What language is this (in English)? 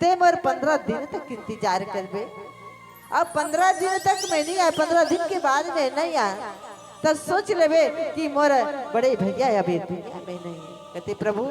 Chhattisgarhi